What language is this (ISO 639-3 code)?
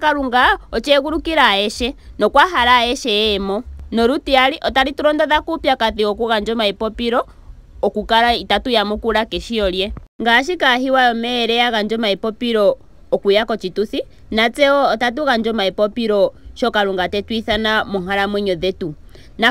ndo